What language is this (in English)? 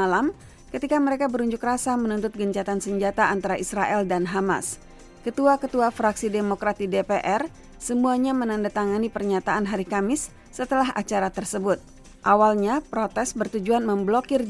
Indonesian